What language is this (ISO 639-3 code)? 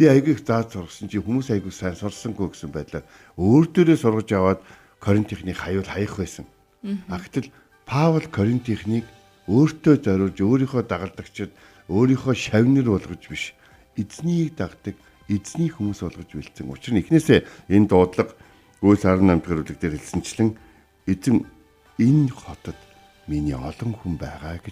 mon